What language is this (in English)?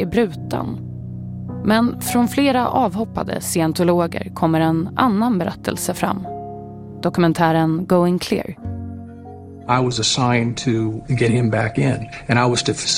Swedish